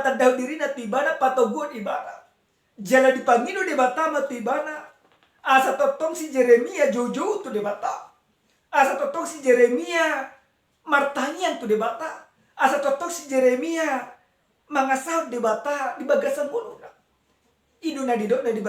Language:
Batak Toba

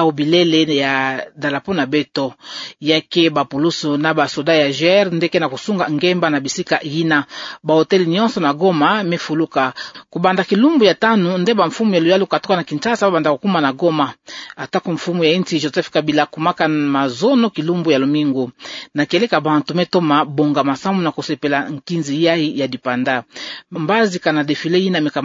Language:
Kituba (Democratic Republic of Congo)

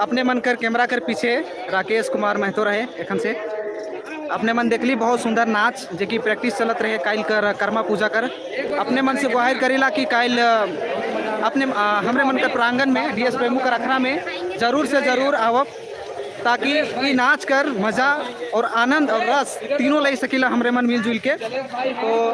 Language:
Sadri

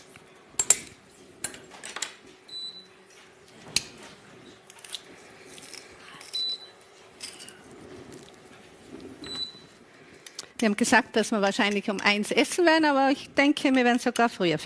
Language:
German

